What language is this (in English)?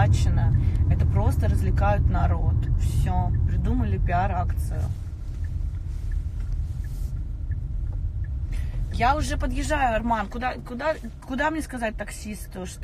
Russian